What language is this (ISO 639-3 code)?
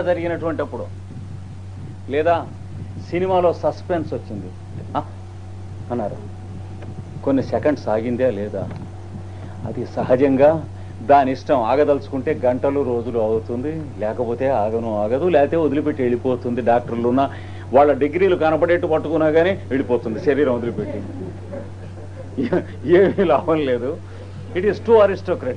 tel